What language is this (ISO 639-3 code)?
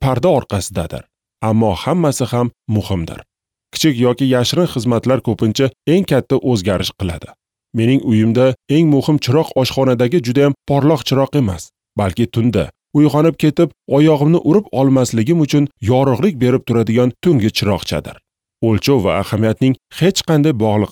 uzb